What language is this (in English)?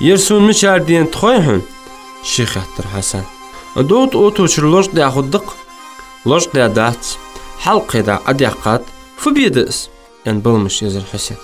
Ingush